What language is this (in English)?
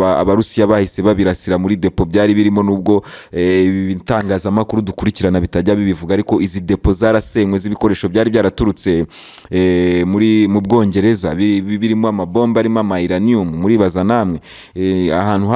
Kinyarwanda